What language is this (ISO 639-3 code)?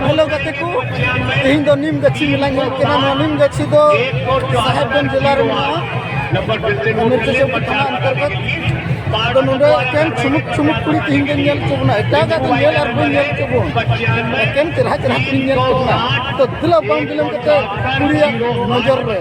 sat